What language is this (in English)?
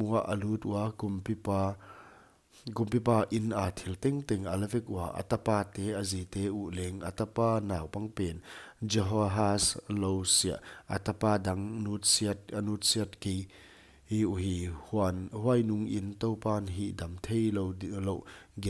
Paite Chin